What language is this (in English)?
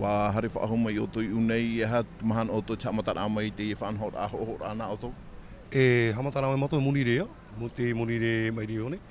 Tahitian